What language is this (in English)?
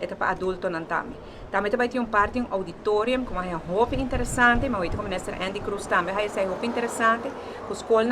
Papiamento